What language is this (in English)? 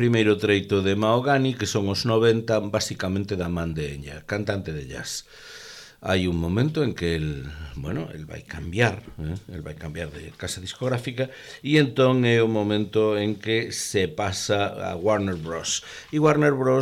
Galician